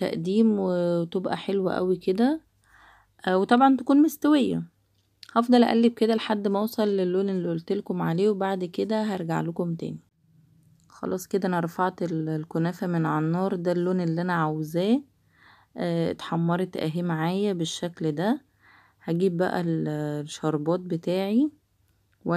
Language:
Egyptian Arabic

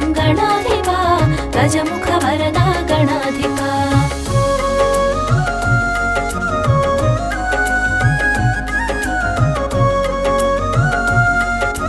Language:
Telugu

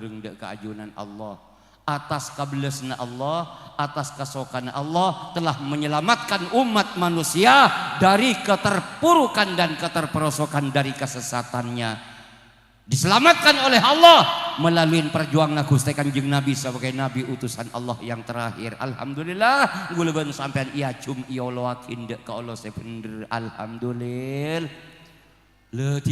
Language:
Madurese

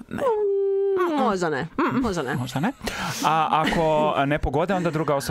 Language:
Croatian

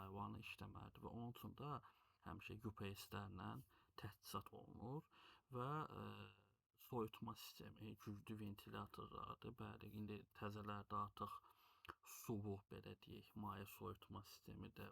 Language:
Azerbaijani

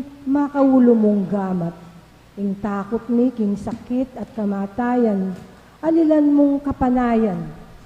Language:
Pampanga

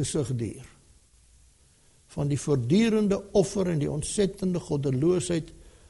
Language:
Afrikaans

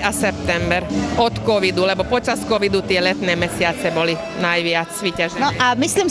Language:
Slovak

